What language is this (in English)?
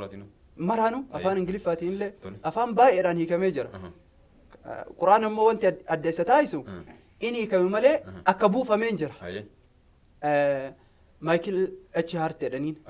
Oromo